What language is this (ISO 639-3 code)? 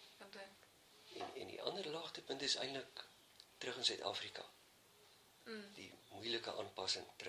afr